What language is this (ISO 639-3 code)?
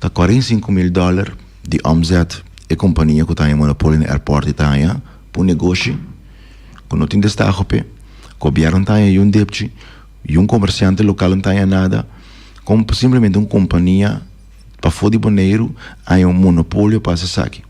pap